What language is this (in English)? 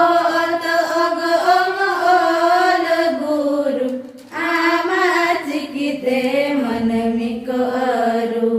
Santali